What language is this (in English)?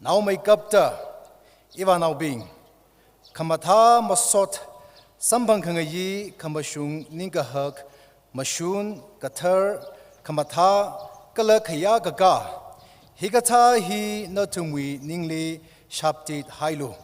Tangkhul Naga (India)